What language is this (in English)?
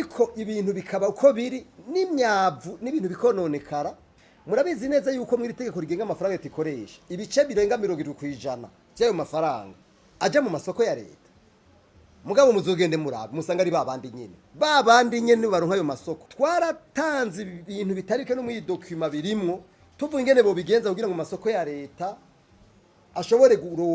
Rundi